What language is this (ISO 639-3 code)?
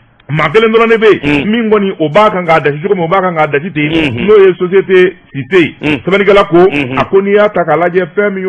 bam